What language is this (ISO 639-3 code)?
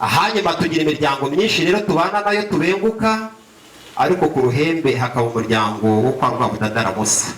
kin